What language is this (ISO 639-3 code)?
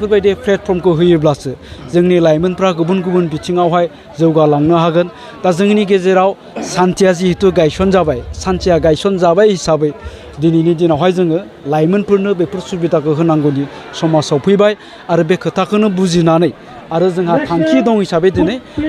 brx